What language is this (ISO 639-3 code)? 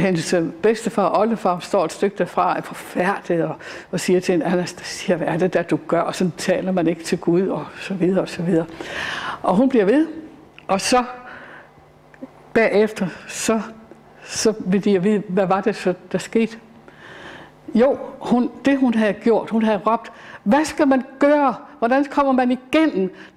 dan